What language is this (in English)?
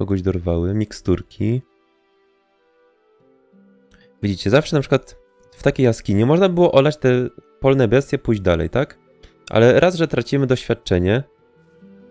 Polish